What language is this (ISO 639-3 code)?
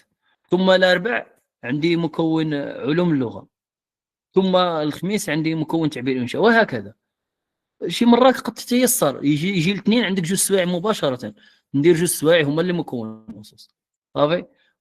ary